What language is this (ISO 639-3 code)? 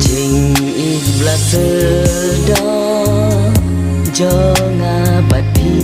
kha